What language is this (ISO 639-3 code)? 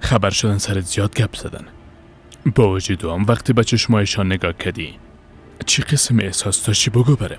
fas